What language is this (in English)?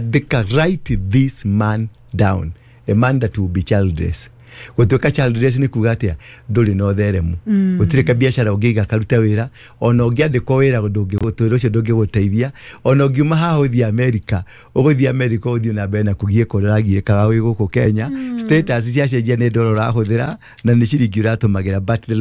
Kikuyu